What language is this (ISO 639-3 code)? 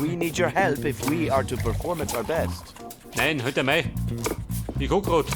bar